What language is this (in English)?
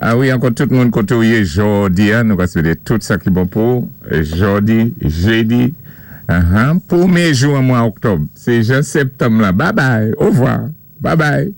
Saint Lucian Creole French